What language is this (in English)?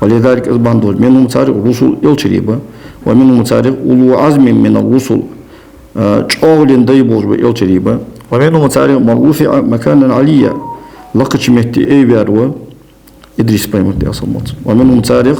Ingush